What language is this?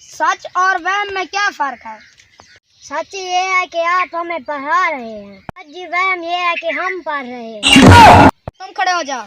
Saraiki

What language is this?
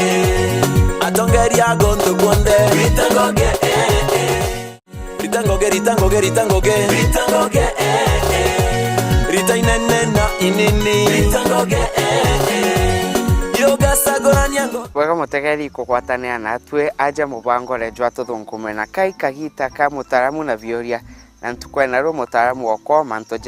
Meru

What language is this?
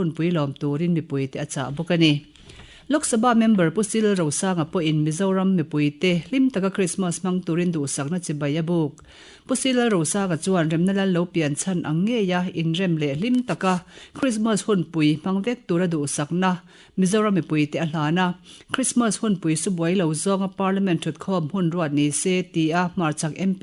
Mizo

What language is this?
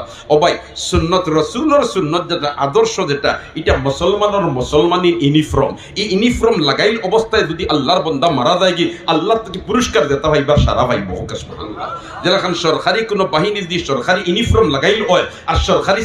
Sylheti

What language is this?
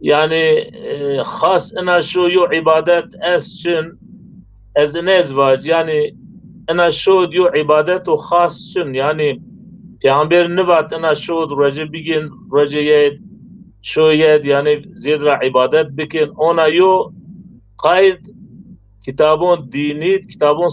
Zaza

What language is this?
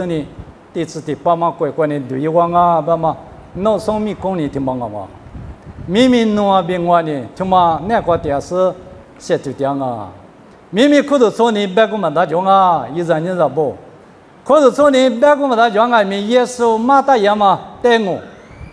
Lisu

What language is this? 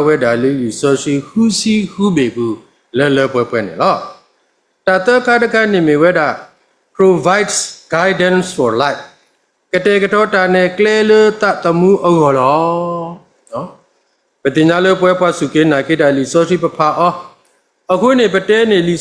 S'gaw Karen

